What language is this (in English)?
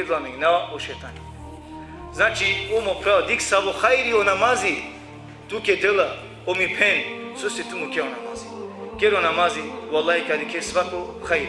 Balkan Romani